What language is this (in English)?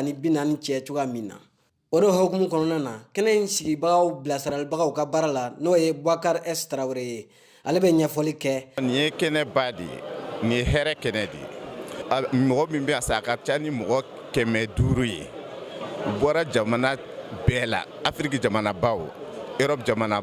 Bambara